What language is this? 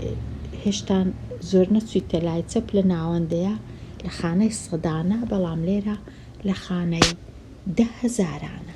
Central Kurdish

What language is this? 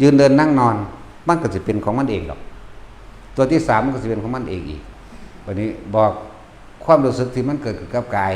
Northeastern Thai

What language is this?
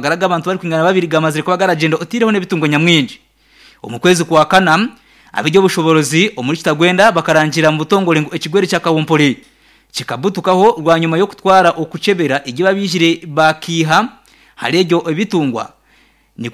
Nyankole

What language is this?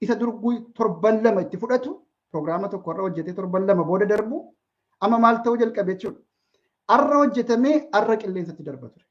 Oromo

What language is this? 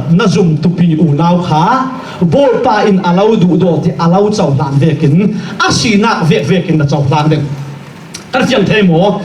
Falam Chin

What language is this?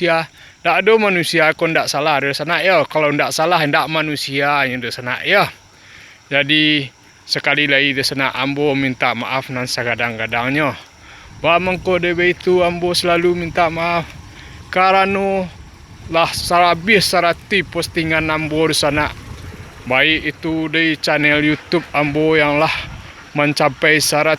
Minangkabau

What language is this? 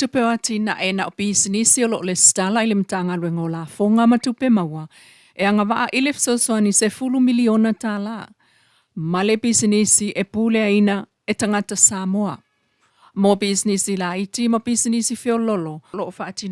Samoan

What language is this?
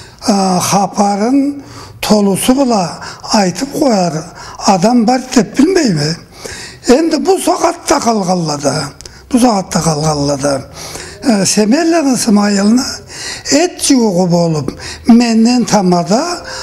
Karachay-Balkar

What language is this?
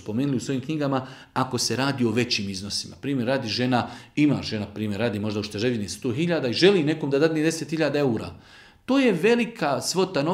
Bosnian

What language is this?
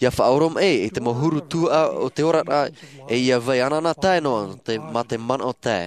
Tahitian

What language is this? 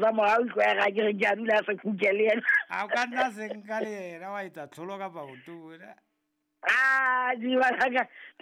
Southern Sotho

